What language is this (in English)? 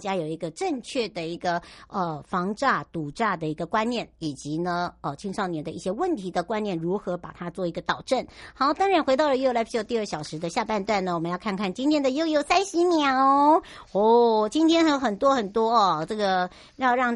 Chinese